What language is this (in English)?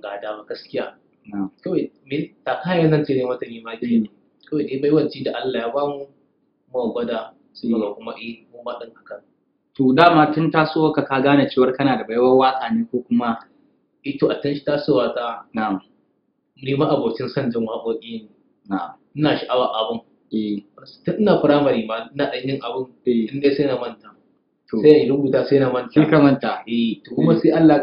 Hausa